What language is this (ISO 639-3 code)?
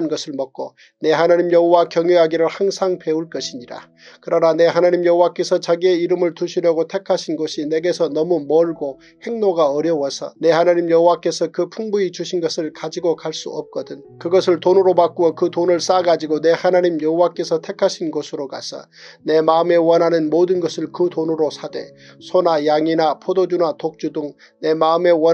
kor